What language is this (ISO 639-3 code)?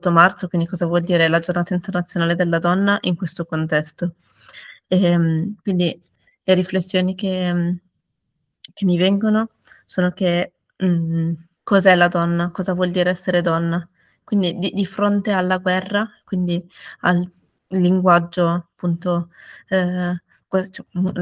ita